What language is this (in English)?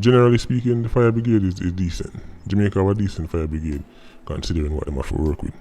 Jamaican Creole English